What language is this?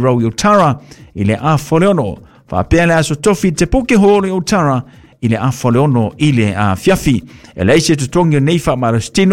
Samoan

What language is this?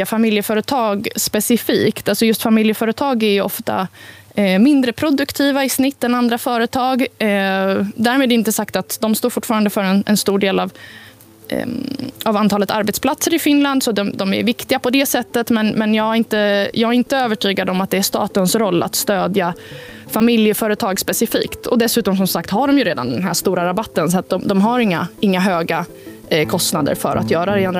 Swedish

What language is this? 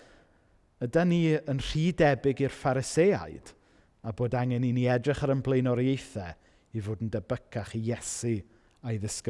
Welsh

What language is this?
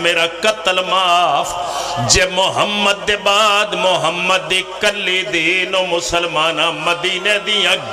Pahari-Potwari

